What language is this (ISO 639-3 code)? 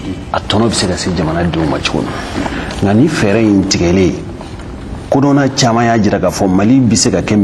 bam